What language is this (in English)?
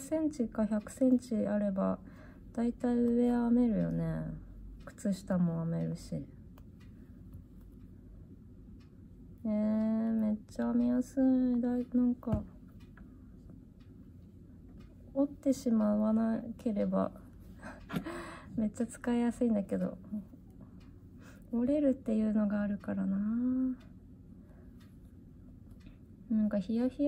Japanese